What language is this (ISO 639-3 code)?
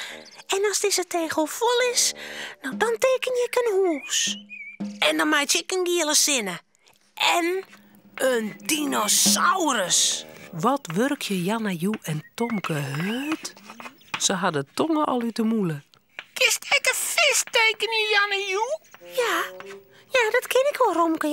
fry